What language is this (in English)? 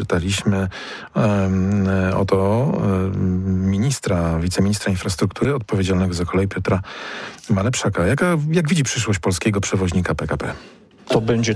Polish